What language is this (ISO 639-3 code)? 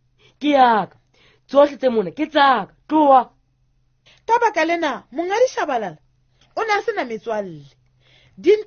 sot